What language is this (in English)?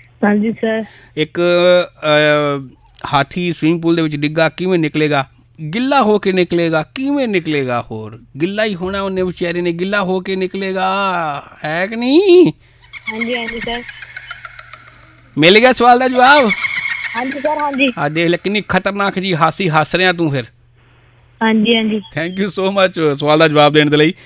Punjabi